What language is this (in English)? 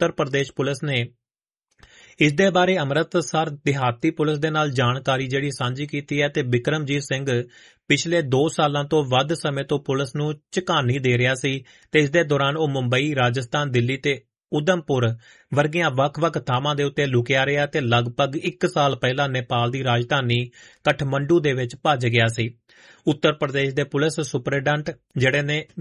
Punjabi